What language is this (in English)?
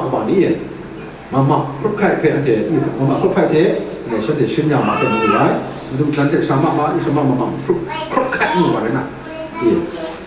Kachin